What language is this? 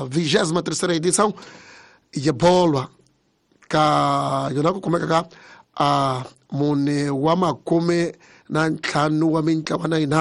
Tsonga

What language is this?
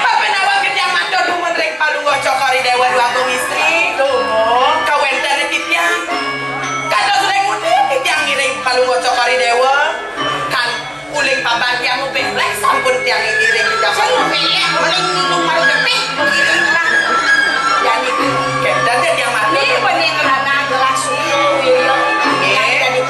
Balinese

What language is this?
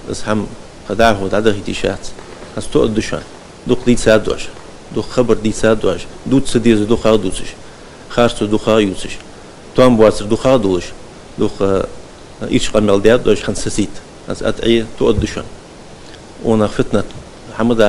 Ingush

